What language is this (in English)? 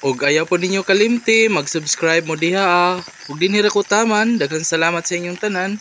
Cebuano